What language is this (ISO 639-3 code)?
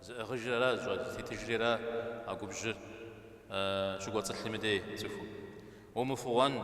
kbd